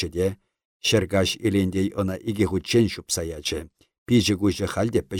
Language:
Chuvash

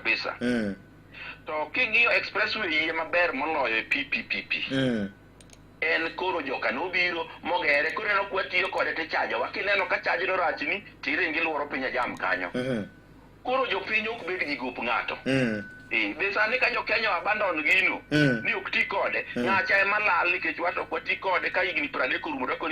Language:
Luo (Kenya and Tanzania)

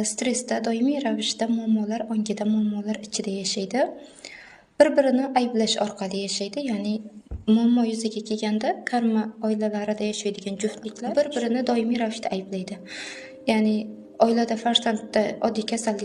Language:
Uzbek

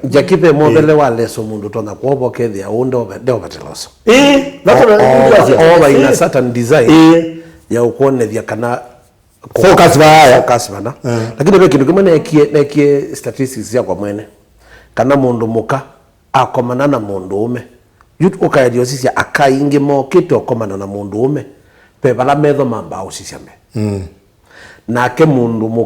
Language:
Kamba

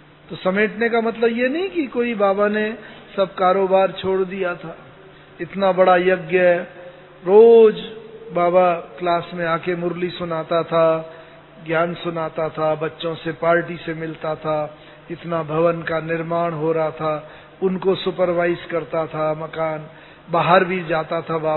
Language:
Hindi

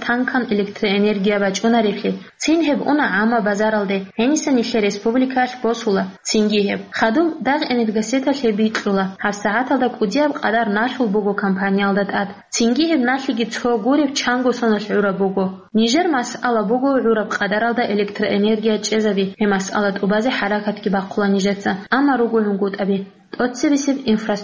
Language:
Avaric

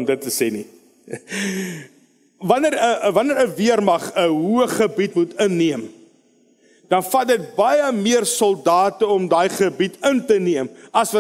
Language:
Afrikaans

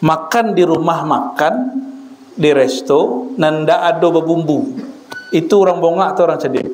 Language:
Minangkabau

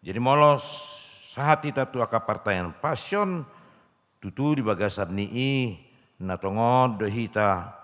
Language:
Batak Toba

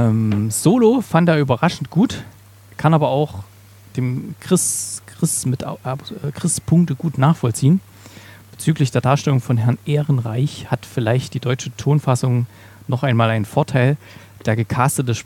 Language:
German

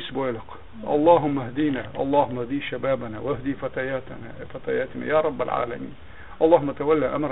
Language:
Chechen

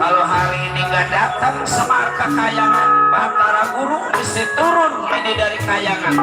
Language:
Betawi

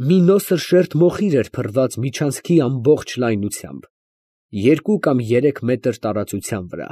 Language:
Armenian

